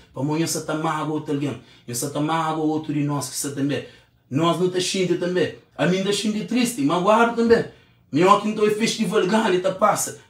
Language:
Kabuverdianu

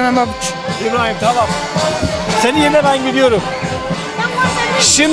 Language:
Turkish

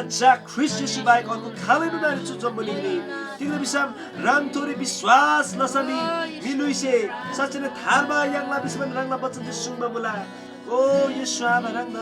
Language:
Eastern Tamang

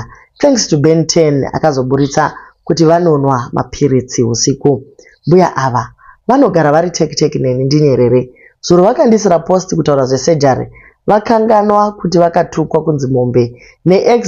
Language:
Shona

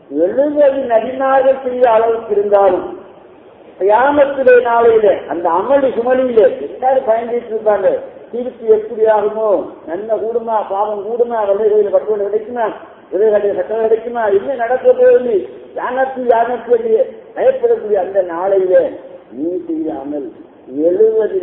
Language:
Tamil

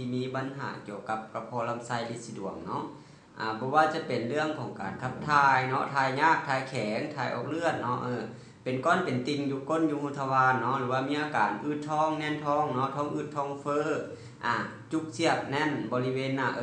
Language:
Lao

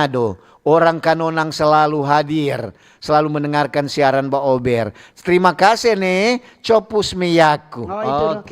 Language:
Manado Malay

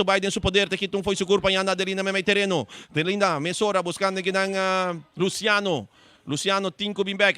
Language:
Papiamento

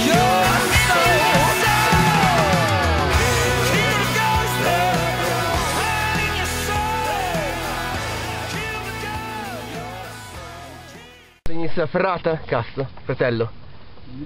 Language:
Italian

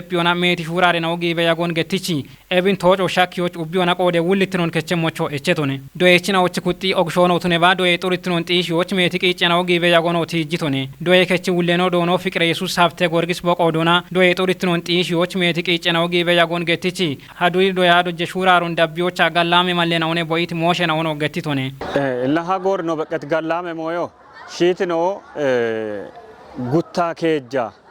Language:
Kafa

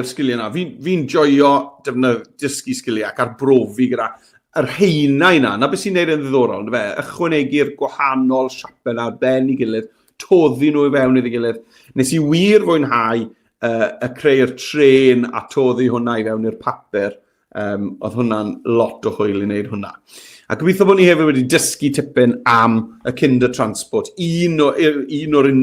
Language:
Welsh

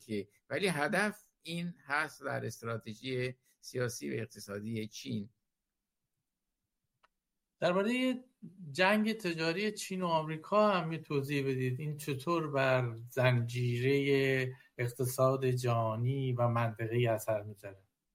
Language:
Persian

